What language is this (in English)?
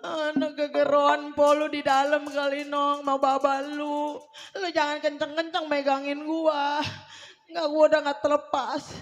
Betawi